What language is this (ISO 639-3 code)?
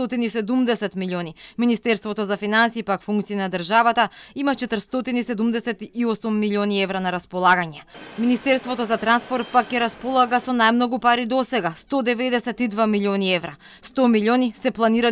mkd